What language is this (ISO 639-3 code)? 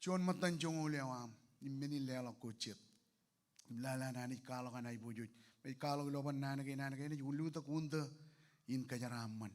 mah